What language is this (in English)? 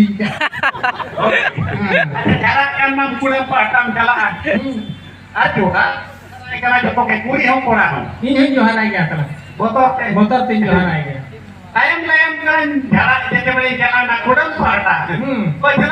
Santali